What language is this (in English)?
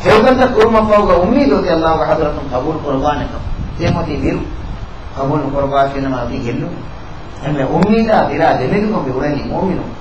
Divehi